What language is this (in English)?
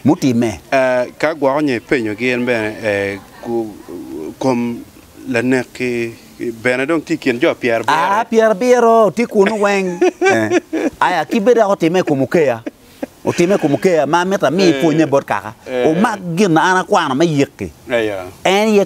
Acoli